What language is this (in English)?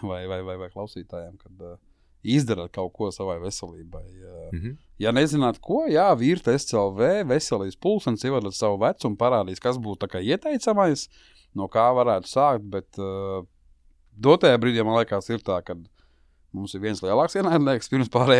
Latvian